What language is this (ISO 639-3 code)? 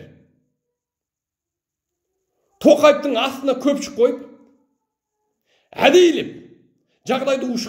kaz